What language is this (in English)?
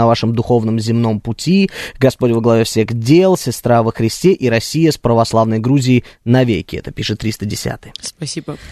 Russian